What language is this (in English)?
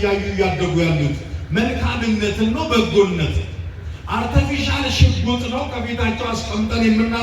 Amharic